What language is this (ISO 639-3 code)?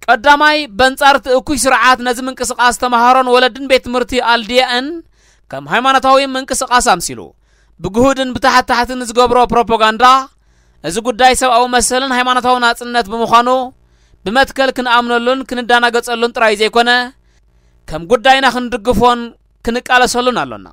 tir